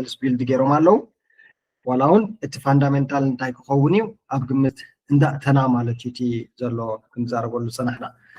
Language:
Tigrinya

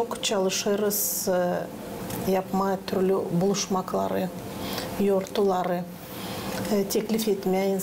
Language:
Gagauz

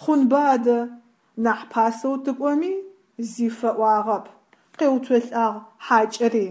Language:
Adyghe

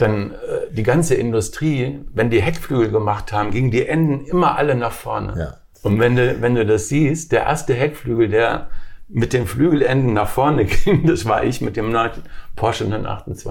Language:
German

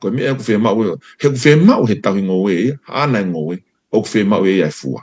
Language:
Tongan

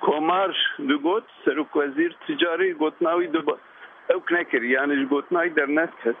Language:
Kurdish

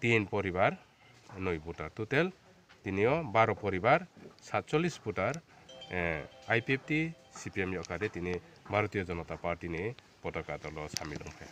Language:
Riang (India)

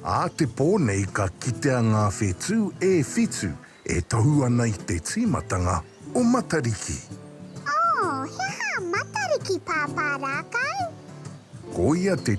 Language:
Māori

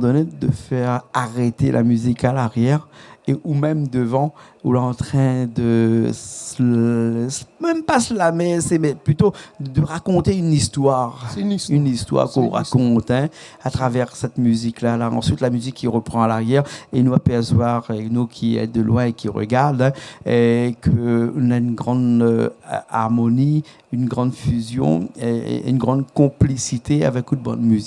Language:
Réunion Creole French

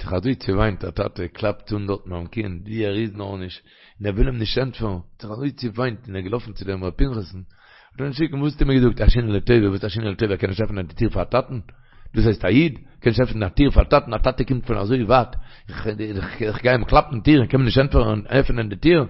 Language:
Yiddish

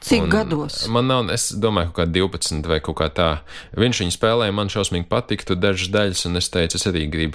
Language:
Latvian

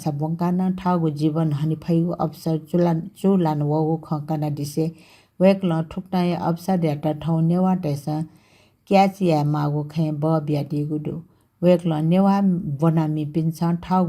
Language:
Newari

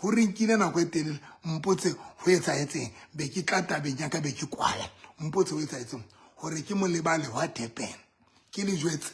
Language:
Southern Sotho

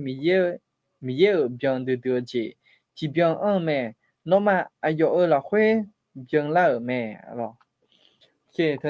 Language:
Akha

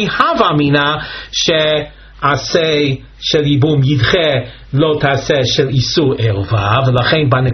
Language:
Hebrew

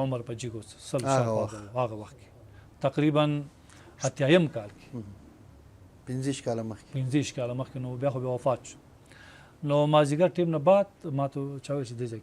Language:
Pashto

